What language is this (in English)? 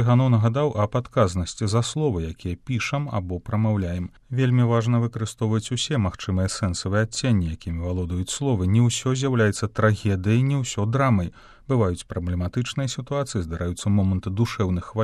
Belarusian